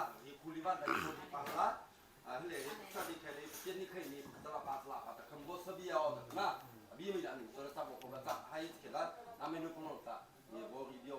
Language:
Mara Chin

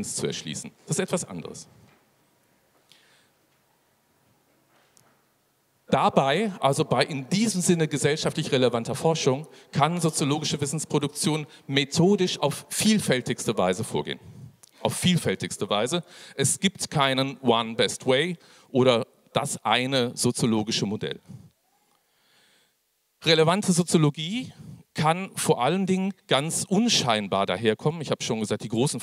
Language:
German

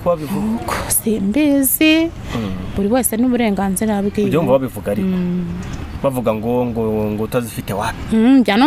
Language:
Kinyarwanda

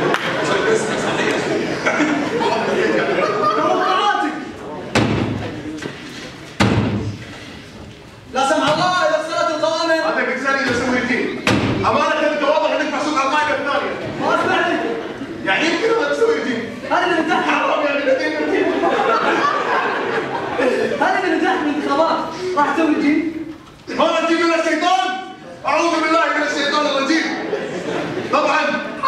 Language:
Gulf Arabic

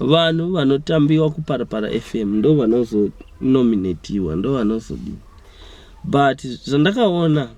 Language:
Venda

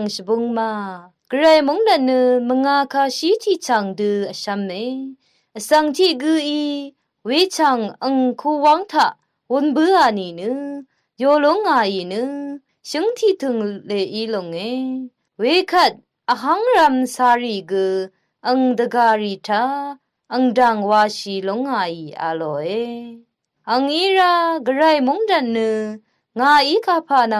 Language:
Rawang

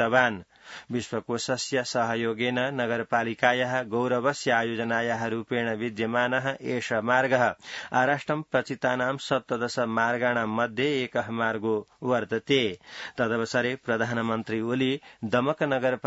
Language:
Sanskrit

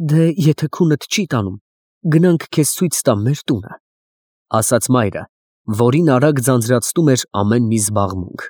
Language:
Armenian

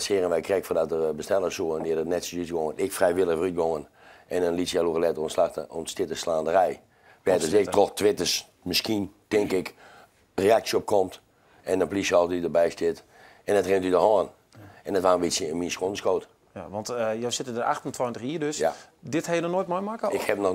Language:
Western Frisian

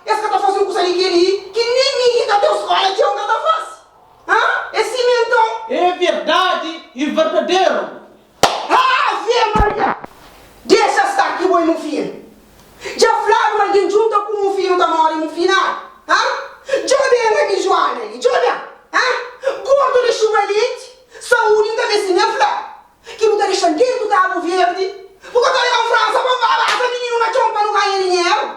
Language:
Kabuverdianu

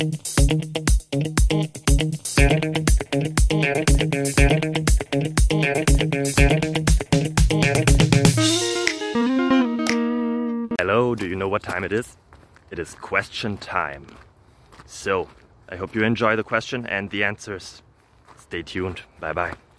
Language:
English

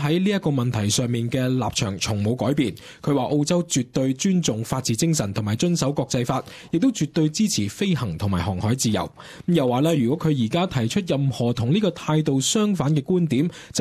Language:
Cantonese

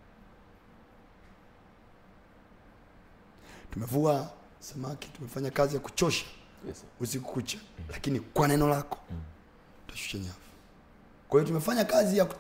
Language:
Swahili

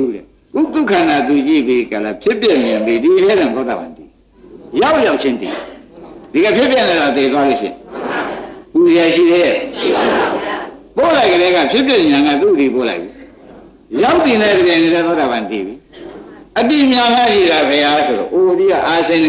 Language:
Burmese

